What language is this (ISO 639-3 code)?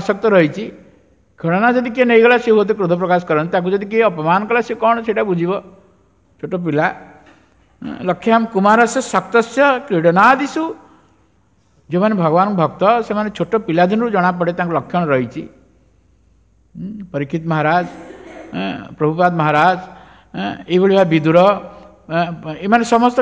ori